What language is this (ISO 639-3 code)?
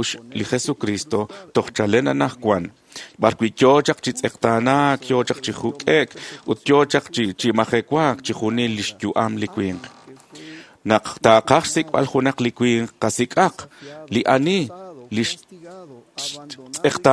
kek